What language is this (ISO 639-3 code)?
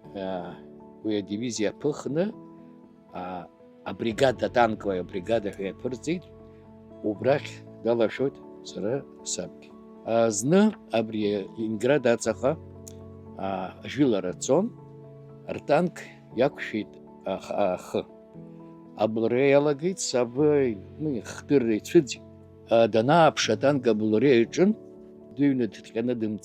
abk